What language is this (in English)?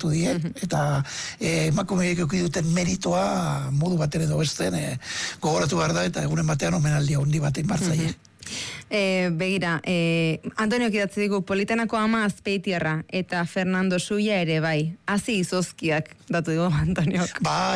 Basque